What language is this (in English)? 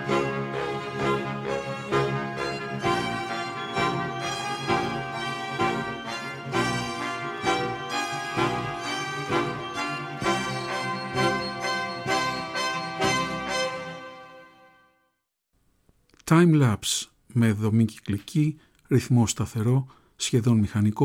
Greek